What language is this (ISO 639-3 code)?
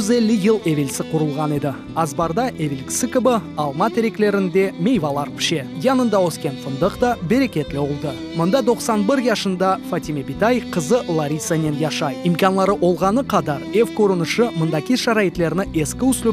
crh